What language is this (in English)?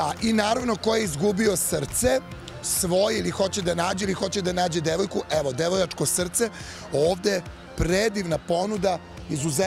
Serbian